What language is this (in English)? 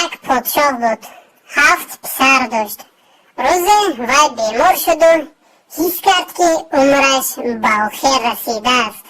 Tajik